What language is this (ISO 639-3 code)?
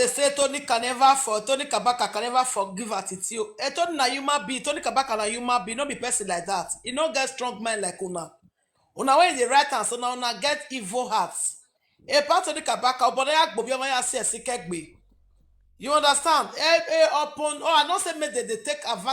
pcm